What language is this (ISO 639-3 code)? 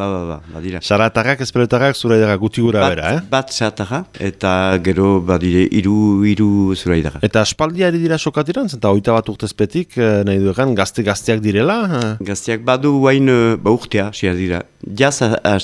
eus